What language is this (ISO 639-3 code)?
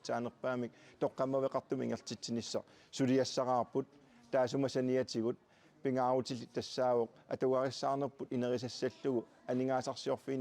kal